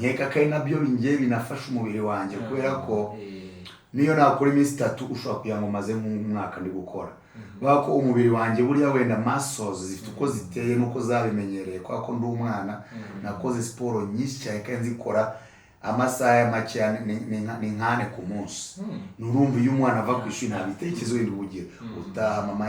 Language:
Kinyarwanda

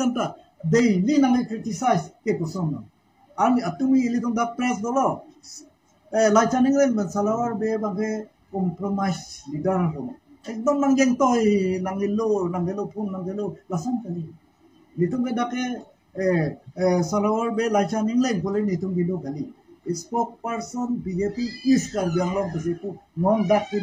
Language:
Karbi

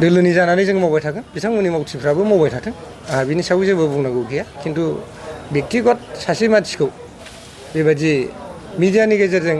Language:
Bodo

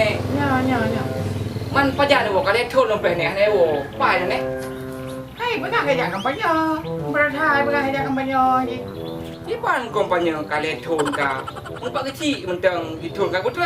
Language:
Achinese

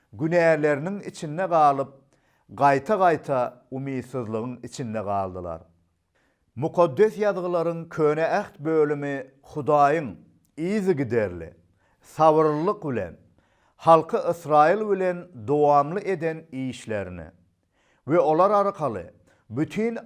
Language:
Turkmen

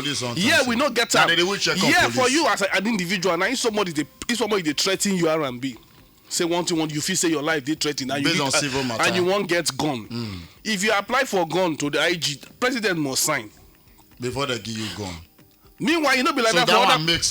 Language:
Nigerian Pidgin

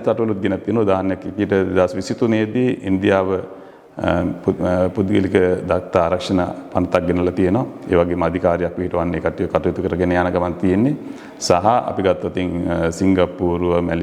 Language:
Sinhala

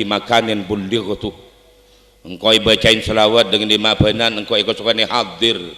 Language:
Madurese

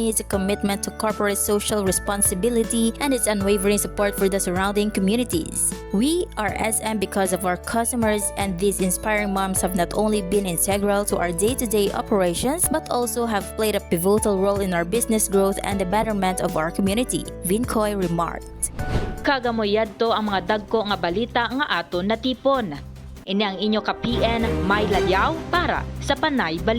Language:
Hiligaynon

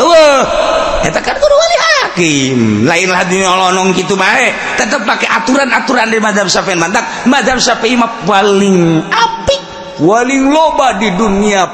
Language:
Sundanese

